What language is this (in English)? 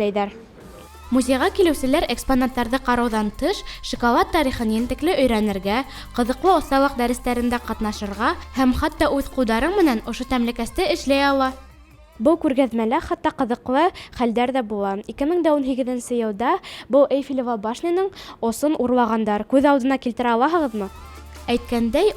Bashkir